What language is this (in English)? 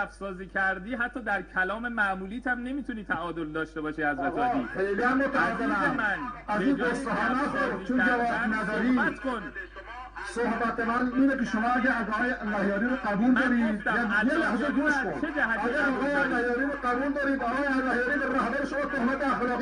Persian